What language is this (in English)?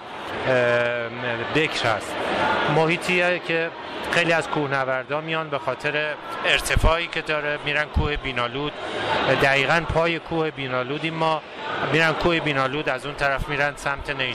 Persian